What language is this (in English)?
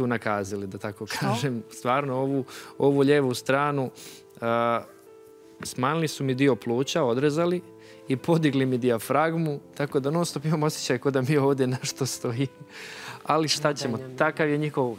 Bosnian